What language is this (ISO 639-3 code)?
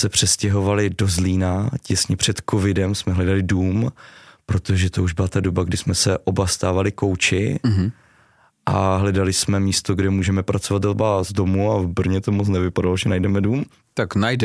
ces